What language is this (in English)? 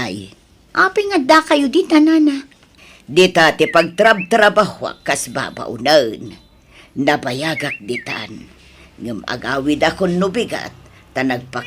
Iloko